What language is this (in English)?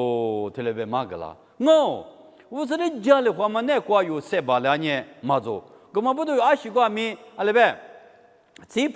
Lisu